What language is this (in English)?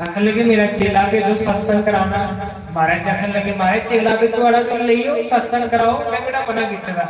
Dogri